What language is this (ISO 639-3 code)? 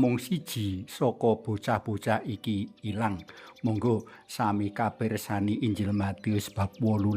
jav